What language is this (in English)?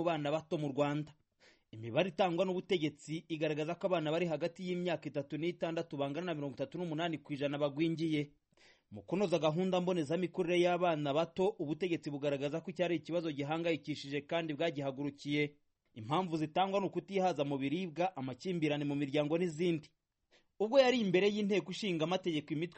Kinyarwanda